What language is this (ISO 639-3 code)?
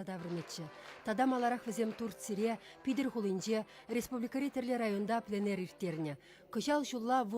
chv